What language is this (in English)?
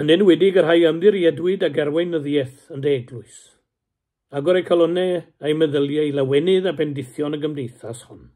Welsh